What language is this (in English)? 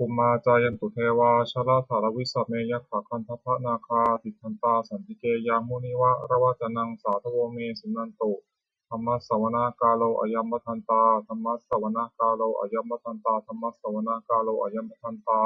Pali